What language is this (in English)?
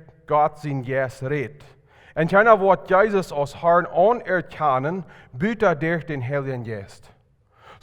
Plautdietsch